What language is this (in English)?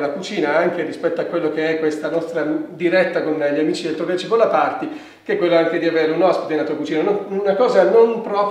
Italian